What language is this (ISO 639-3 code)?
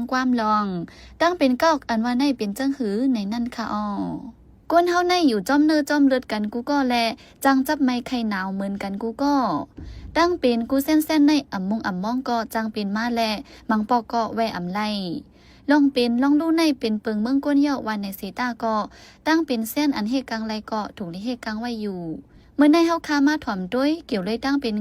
shn